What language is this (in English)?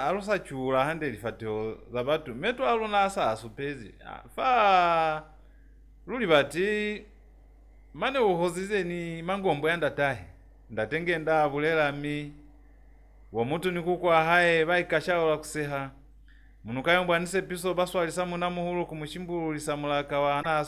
Lozi